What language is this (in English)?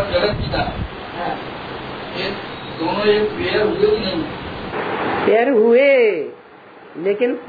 Hindi